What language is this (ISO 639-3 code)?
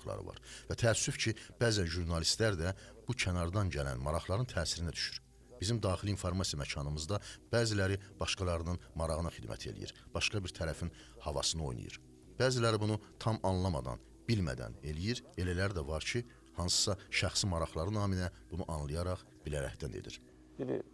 aze